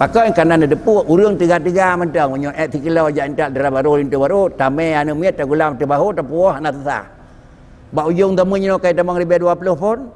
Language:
Achinese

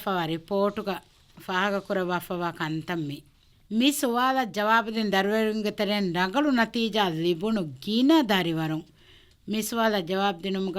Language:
Divehi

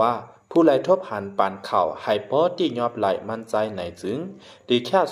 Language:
Shan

